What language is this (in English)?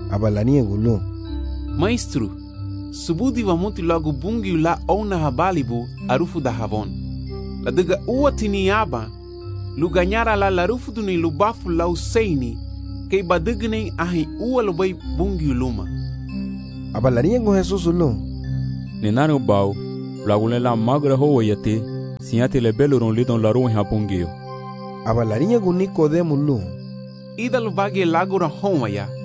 Garifuna